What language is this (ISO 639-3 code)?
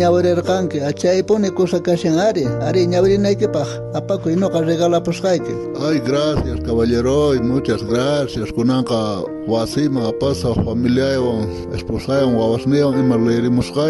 quh